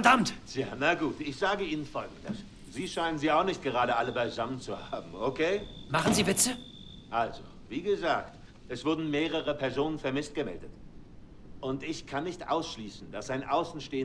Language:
Bavarian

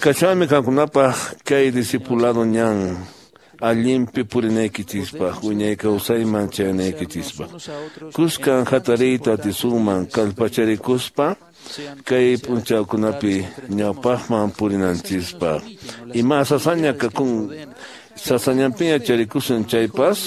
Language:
Quechua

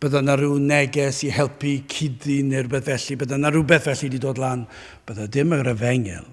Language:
Welsh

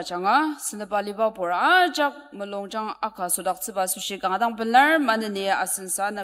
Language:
Ao Naga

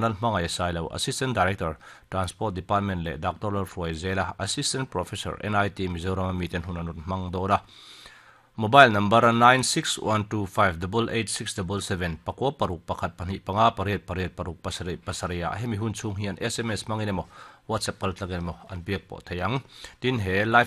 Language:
Mizo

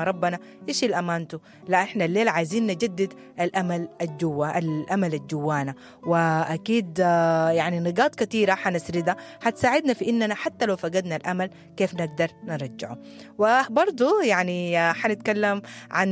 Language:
Sudanese Arabic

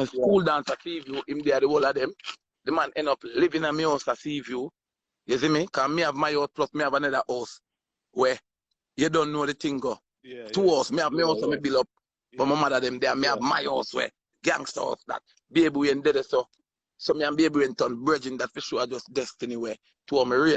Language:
Jamaican Creole English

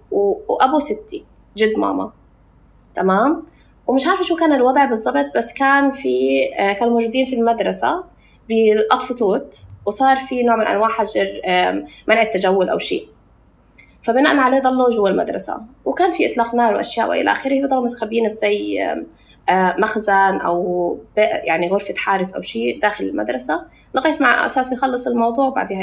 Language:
North Levantine Arabic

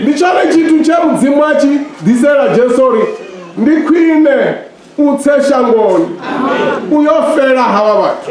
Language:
Venda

